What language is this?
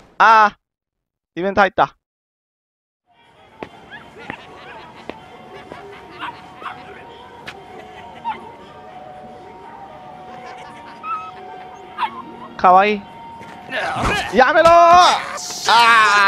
Japanese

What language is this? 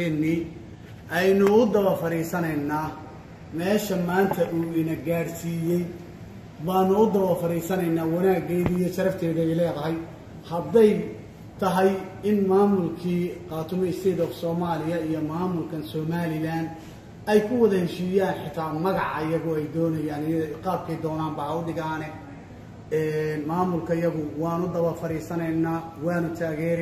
Somali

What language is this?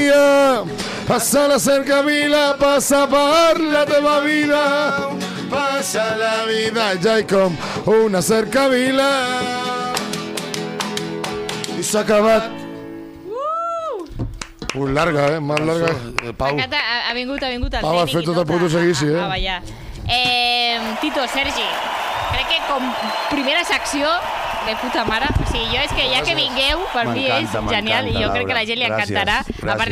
Catalan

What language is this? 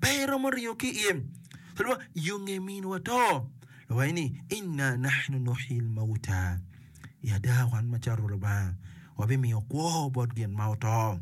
Acoli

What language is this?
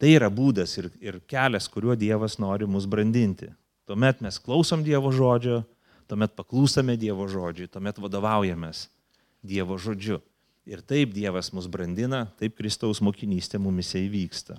Lithuanian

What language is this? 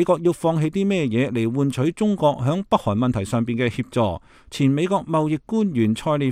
Cantonese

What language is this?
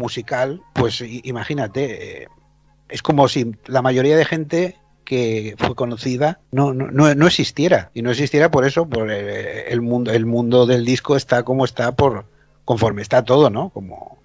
Spanish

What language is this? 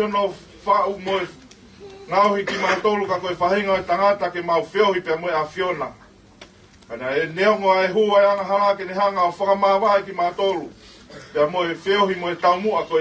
Tongan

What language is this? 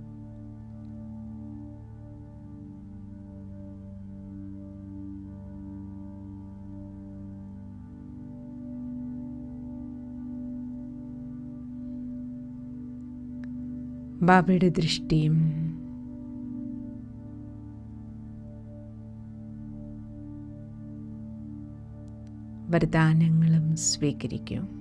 Malayalam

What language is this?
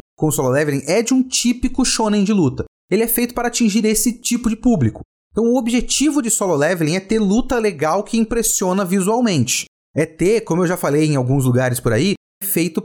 Portuguese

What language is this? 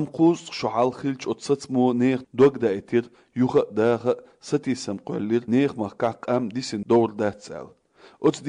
Chechen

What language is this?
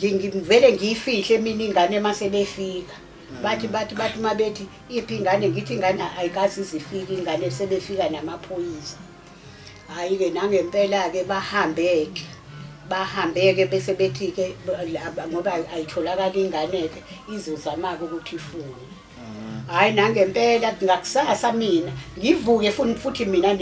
Zulu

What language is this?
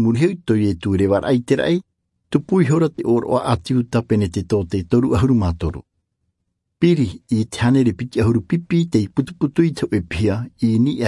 Tahitian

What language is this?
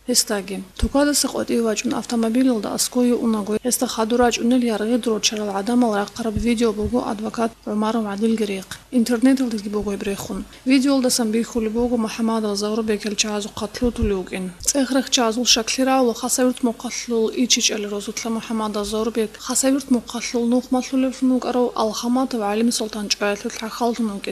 Avaric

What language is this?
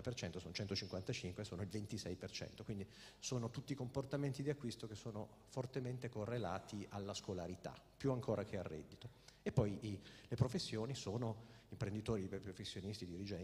Italian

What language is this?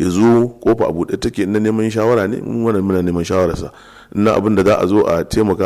Hausa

